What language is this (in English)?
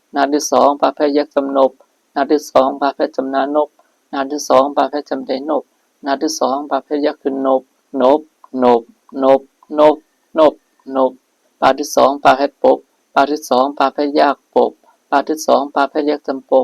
Shan